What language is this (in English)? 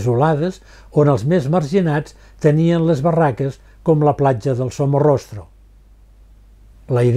Catalan